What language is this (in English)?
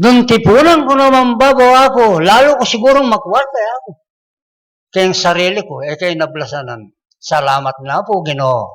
Pampanga